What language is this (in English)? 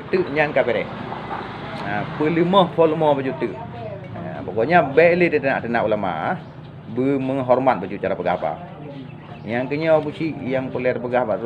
Achinese